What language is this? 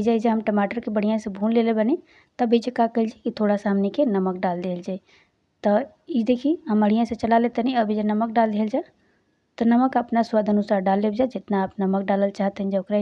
Bhojpuri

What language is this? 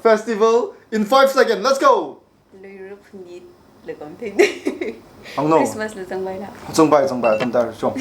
Tangkhul Naga (India)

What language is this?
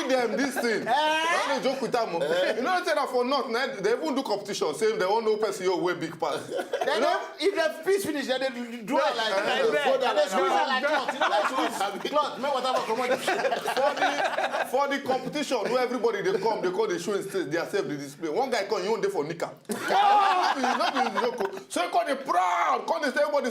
Nigerian Pidgin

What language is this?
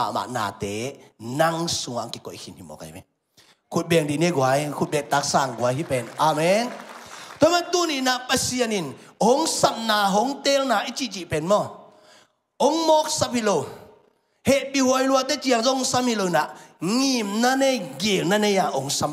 Tedim Chin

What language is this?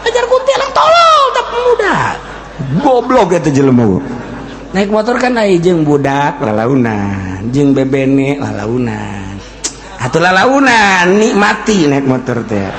Sundanese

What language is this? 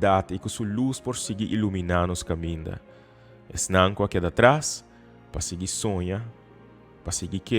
Papiamento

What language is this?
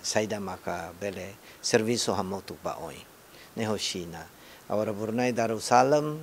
Tetum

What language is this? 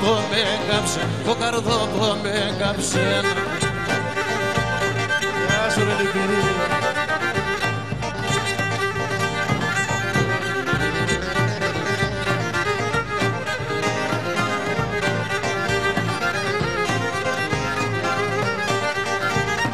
Greek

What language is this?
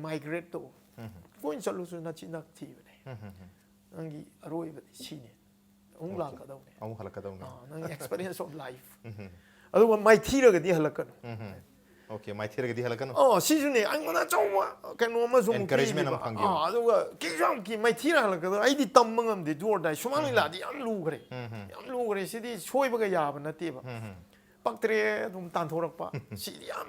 Manipuri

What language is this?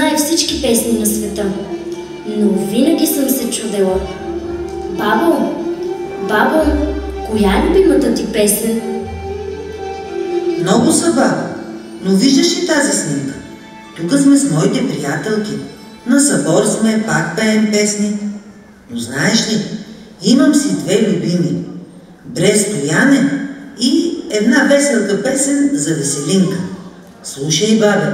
Bulgarian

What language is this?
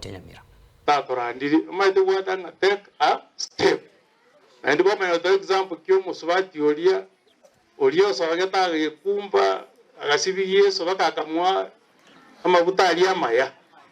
Gusii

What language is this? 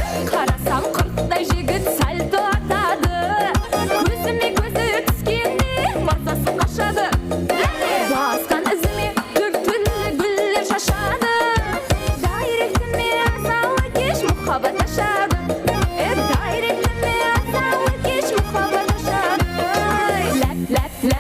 Kara-Kalpak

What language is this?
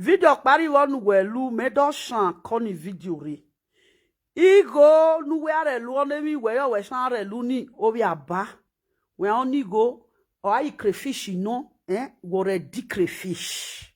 Nigerian Pidgin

